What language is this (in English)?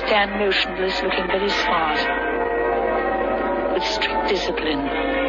English